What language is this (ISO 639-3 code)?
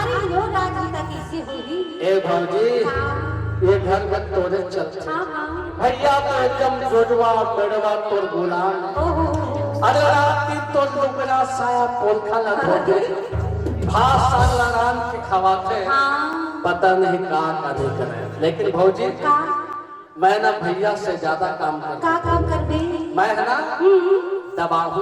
hne